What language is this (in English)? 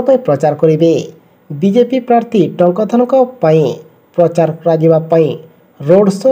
Odia